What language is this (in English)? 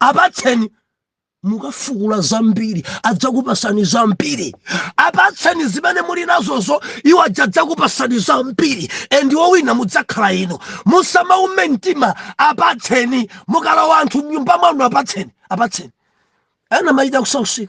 Nyanja